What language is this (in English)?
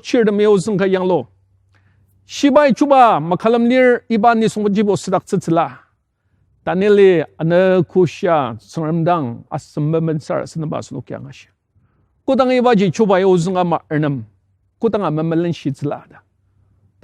Ao Naga